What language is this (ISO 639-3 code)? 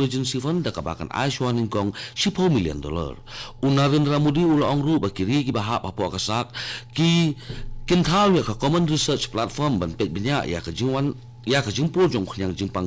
kha